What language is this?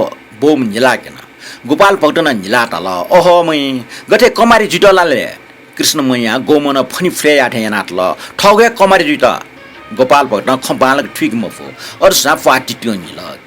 Newari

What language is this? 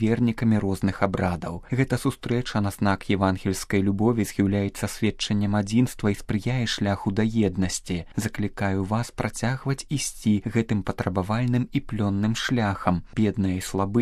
Belarusian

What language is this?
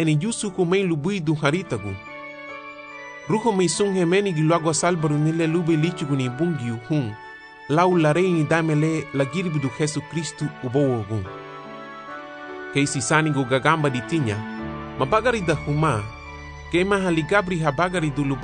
Garifuna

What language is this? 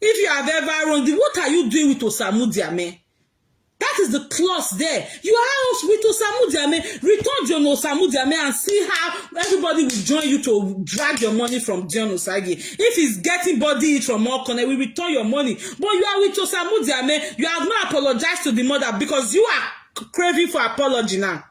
Nigerian Pidgin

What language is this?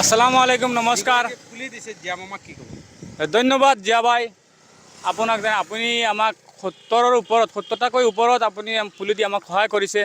Assamese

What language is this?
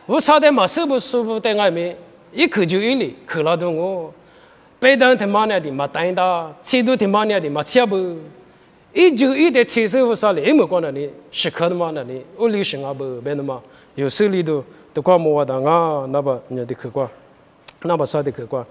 Lisu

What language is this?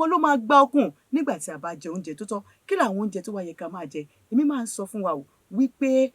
Yoruba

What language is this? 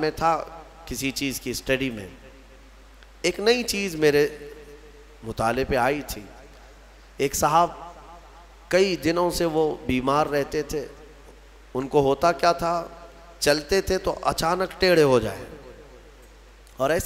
Urdu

